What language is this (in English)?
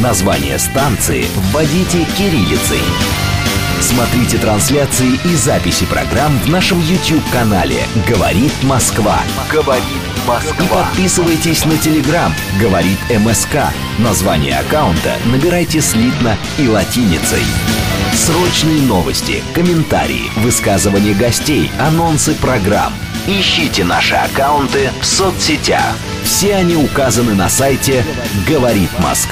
Russian